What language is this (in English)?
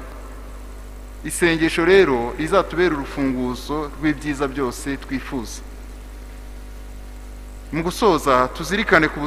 Kinyarwanda